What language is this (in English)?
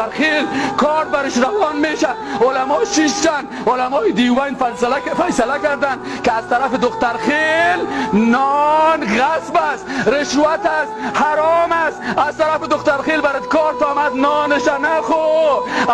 Persian